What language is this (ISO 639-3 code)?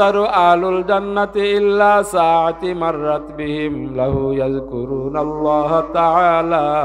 syl